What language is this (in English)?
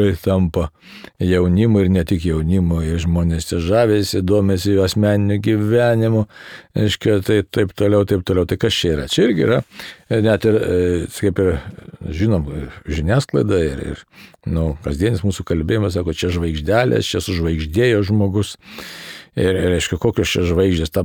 Lithuanian